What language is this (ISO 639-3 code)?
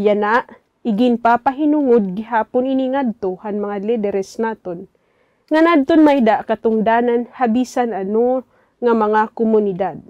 war